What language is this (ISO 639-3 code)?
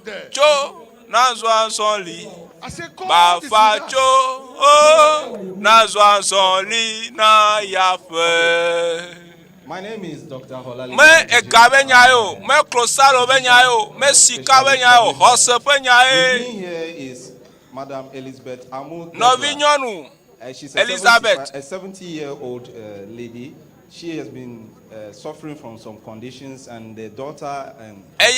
ewe